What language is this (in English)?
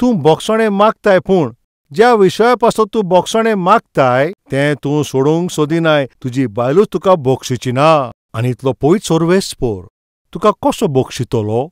Konkani